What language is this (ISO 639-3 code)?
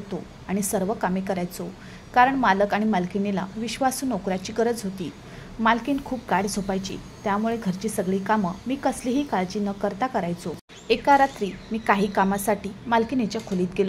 mar